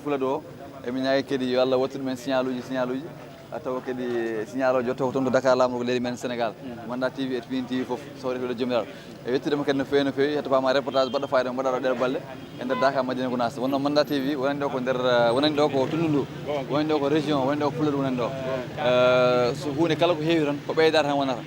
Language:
Fula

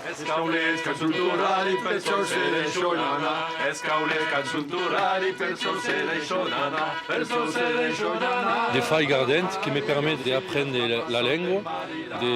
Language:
Occitan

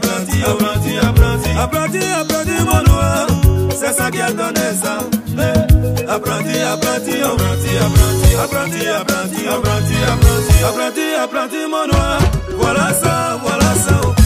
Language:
French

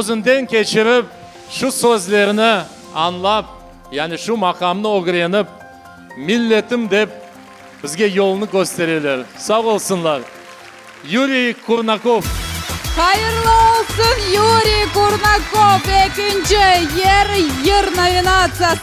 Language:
Crimean Tatar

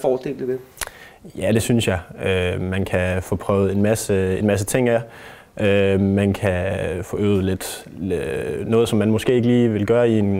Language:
Danish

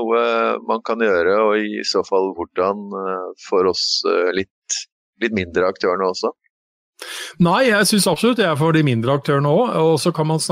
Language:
Norwegian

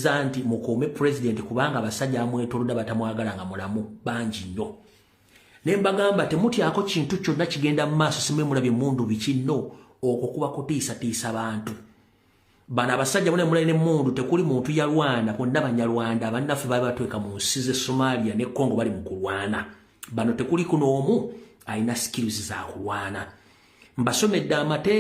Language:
Ganda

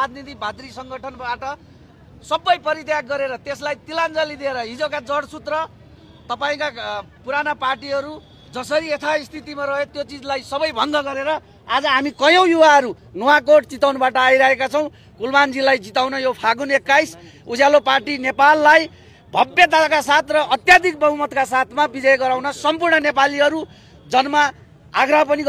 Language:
Nepali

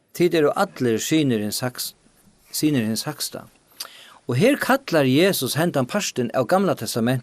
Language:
Faroese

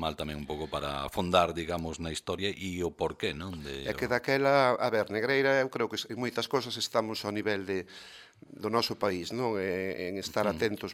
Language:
Galician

